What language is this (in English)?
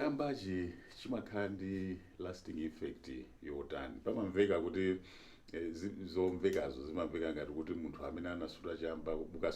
Nyanja